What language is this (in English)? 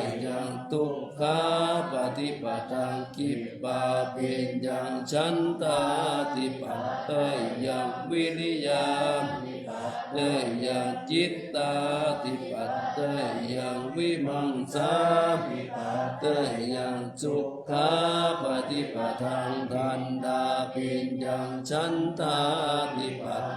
Pali